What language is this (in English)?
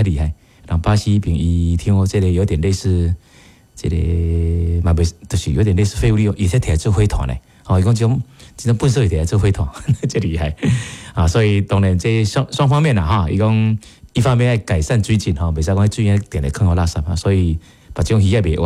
Min Nan Chinese